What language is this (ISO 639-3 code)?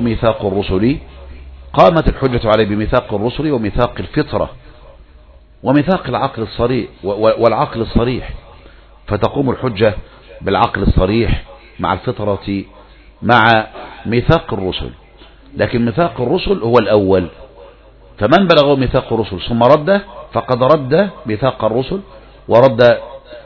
ara